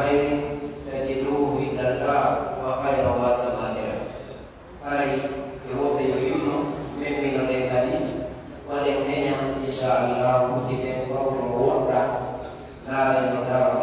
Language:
Pular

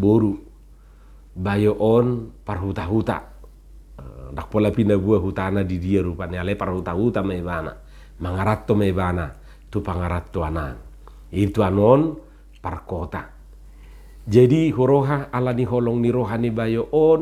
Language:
Batak Toba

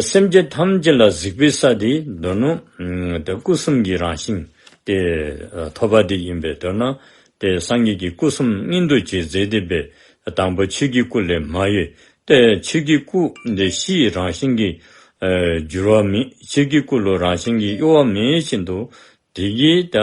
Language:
Dzongkha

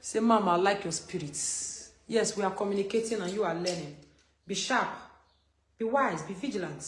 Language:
Nigerian Pidgin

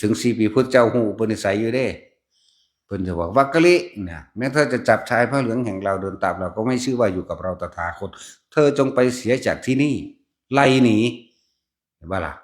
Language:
Northeastern Thai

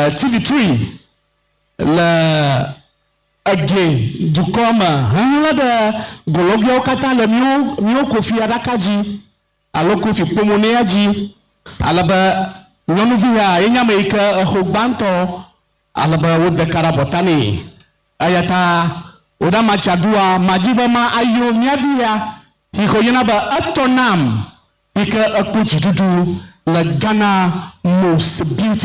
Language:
Ewe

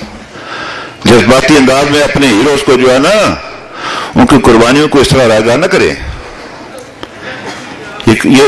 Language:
Urdu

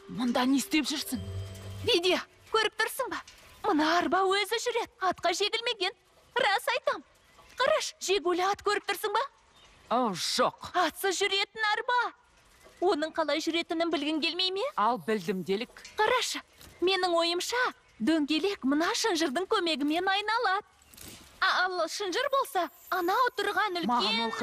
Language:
Kazakh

